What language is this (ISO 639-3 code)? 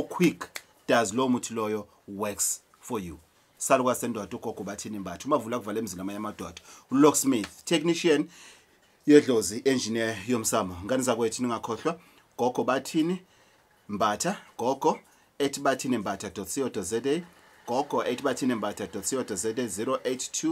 zul